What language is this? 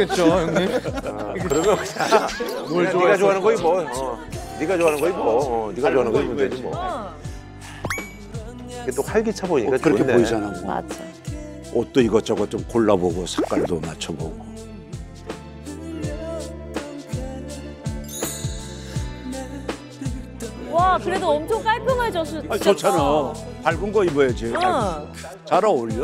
Korean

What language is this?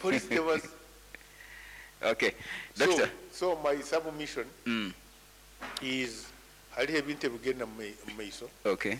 Nyoro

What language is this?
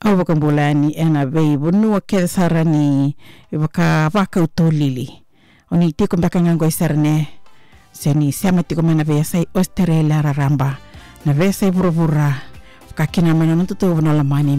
Fijian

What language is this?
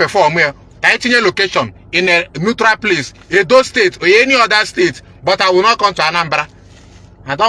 Igbo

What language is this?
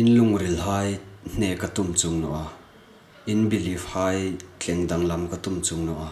Hmar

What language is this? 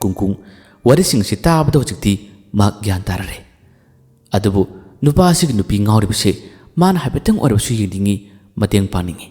Manipuri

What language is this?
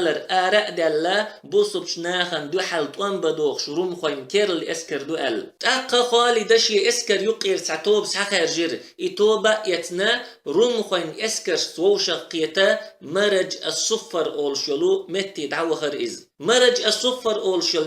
Chechen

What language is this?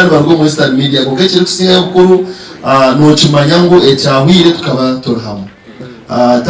Nyankole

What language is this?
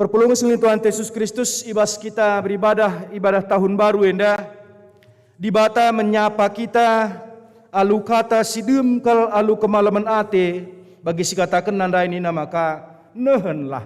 Batak Karo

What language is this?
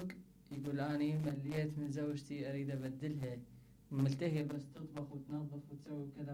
Mesopotamian Arabic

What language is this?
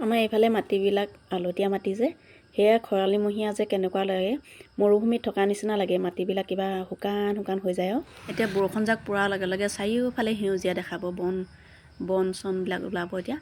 Assamese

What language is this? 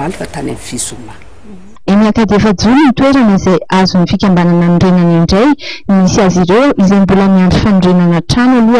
Malagasy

